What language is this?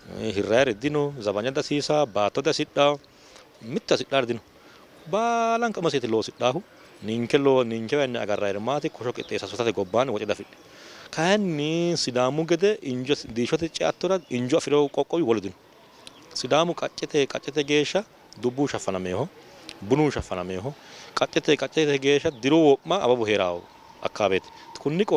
Sidamo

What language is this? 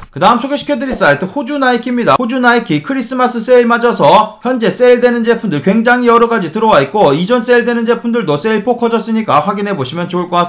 Korean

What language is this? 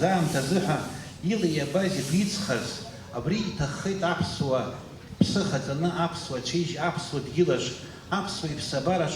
Abkhazian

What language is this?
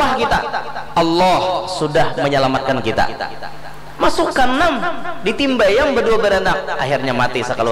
Banjar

